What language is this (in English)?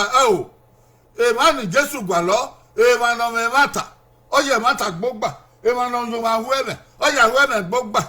Bini